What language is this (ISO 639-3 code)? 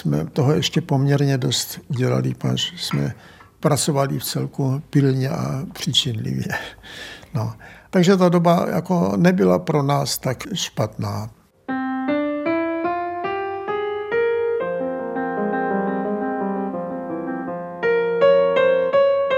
ces